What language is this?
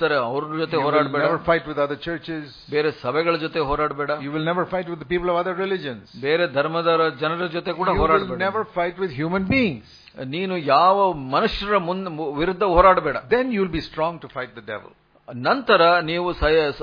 Kannada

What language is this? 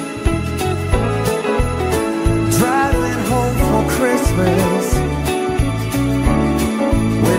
English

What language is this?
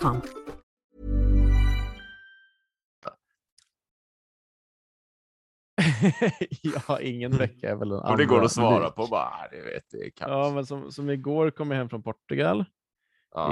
Swedish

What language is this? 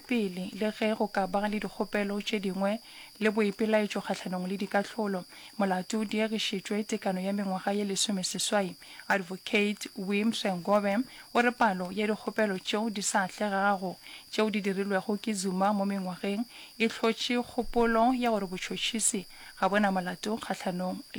Northern Sotho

